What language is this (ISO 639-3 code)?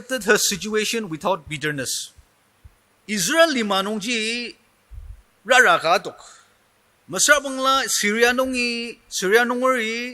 njo